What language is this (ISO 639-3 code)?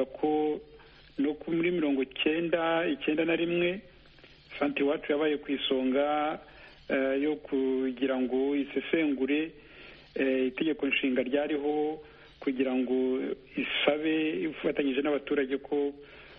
kin